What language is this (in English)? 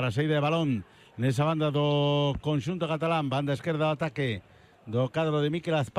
Galician